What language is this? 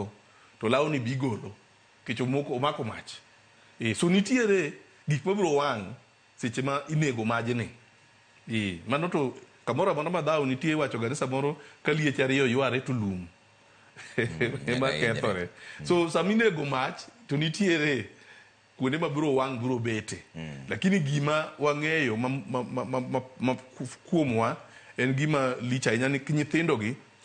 Luo (Kenya and Tanzania)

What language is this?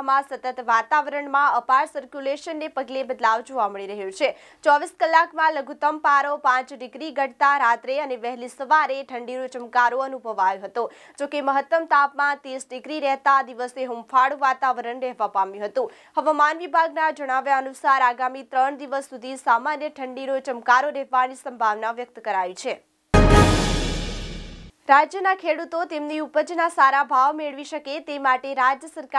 Gujarati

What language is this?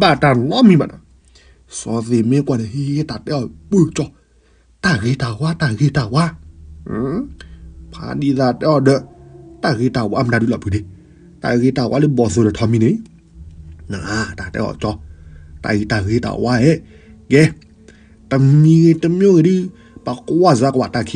S'gaw Karen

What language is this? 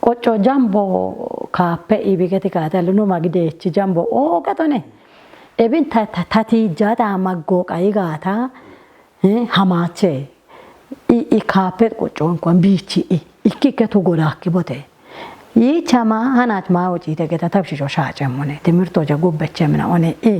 Kafa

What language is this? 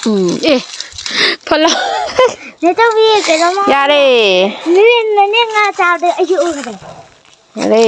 Manipuri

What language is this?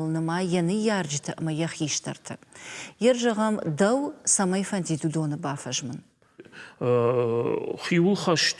Ossetic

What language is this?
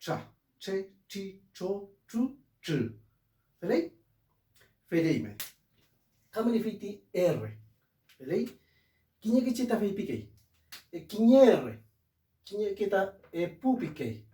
Mapuche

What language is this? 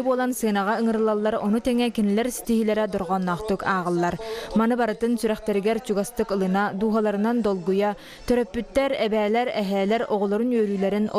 Yakut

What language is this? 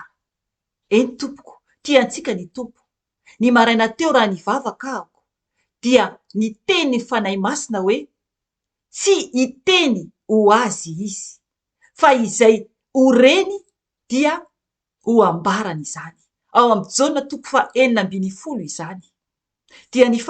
Malagasy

